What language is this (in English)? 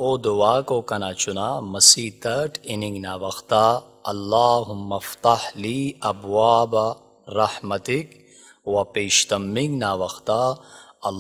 Brahui